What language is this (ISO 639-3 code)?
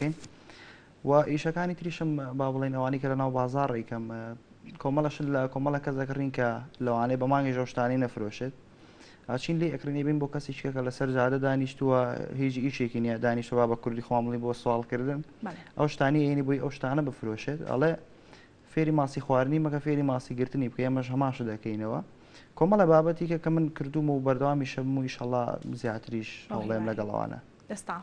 ckb